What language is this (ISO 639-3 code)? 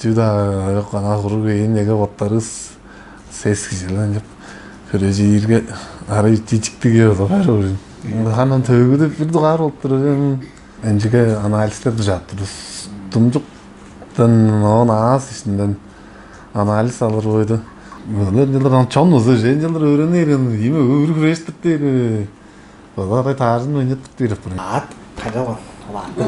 tyv